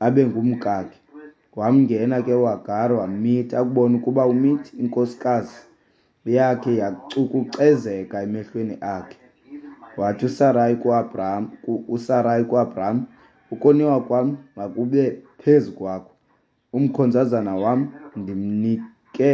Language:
Xhosa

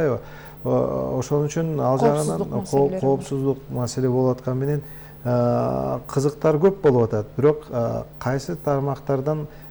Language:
Kyrgyz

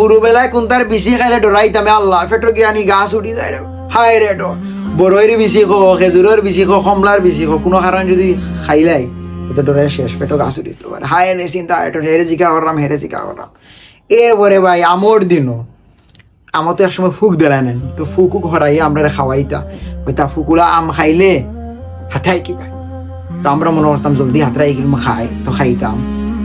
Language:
Sylheti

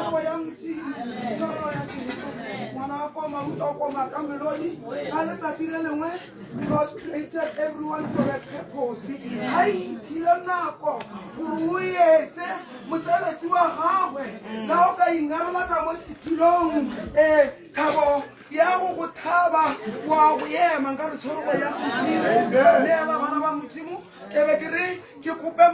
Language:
Tswana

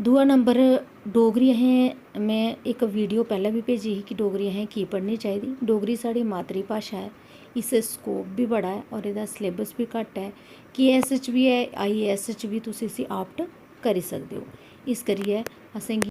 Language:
Dogri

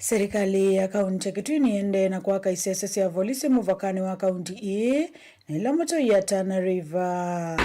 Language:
Kamba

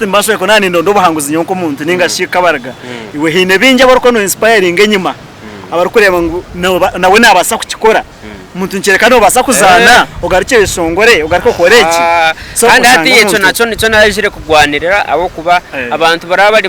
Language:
Nyankole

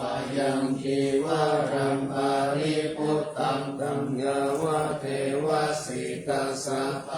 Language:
Pali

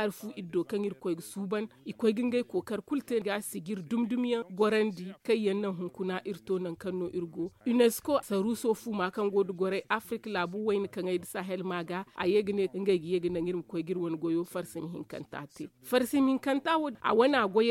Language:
Zarma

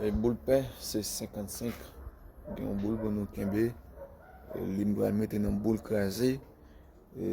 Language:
Haitian Creole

